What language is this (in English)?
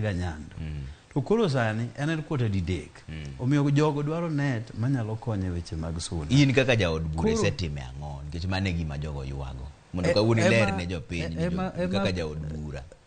Luo (Kenya and Tanzania)